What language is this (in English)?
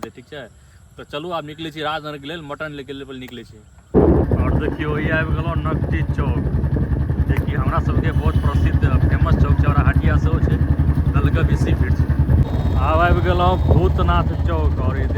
Maithili